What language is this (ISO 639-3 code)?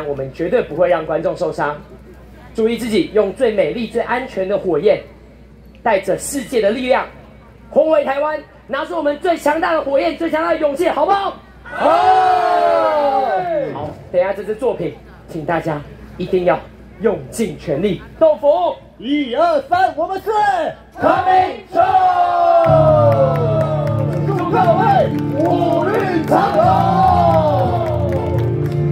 zho